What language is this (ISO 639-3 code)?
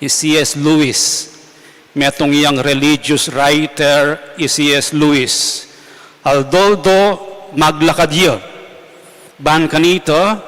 pam